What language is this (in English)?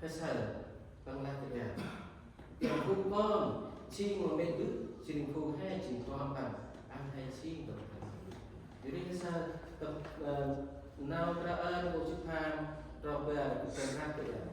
Central Mnong